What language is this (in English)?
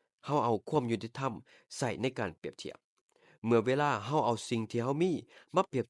Lao